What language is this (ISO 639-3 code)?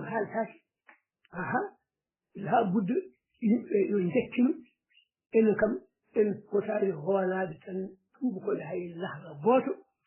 ful